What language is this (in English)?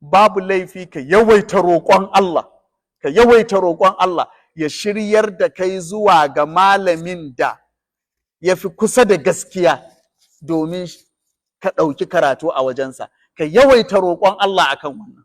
Hausa